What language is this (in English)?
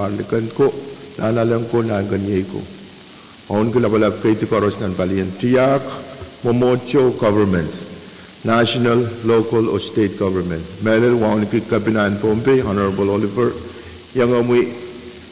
Pohnpeian